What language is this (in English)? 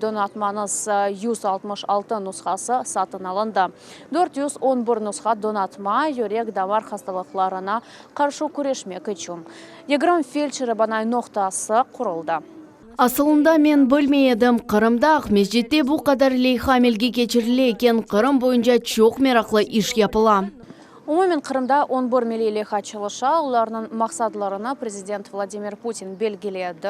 Crimean Tatar